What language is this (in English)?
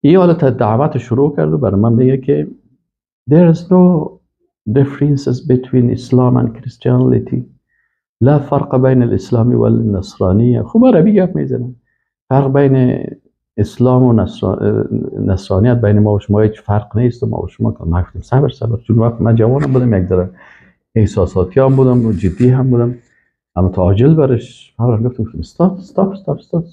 Persian